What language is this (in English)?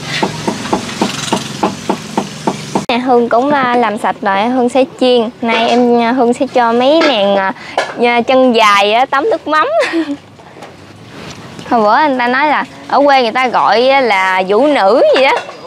Vietnamese